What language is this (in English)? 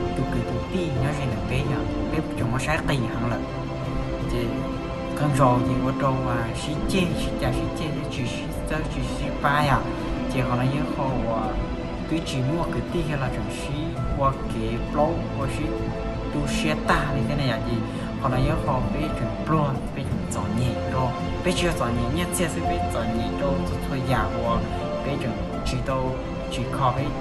Hmong